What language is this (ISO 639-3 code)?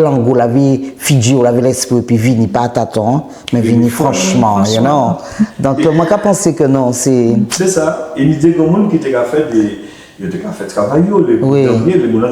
gcf